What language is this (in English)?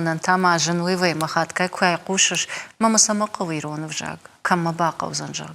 Ossetic